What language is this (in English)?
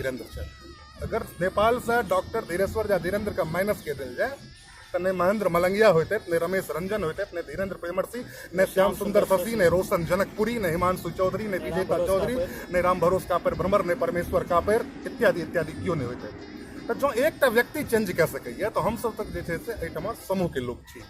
Maithili